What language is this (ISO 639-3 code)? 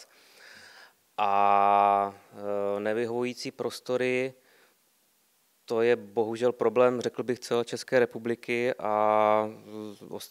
ces